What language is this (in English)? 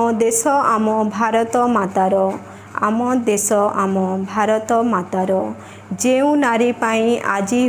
Odia